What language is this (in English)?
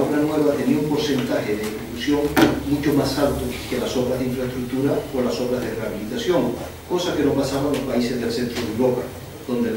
Spanish